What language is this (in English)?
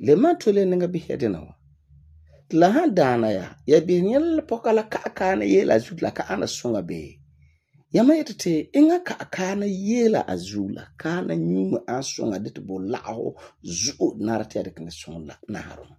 Frafra